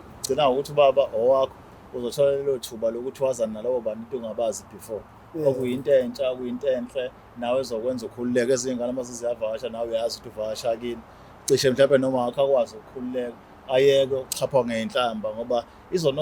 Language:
Zulu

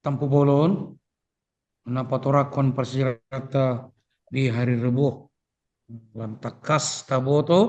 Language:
Batak Toba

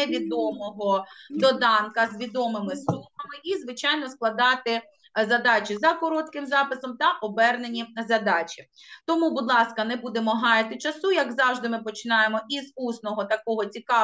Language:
Ukrainian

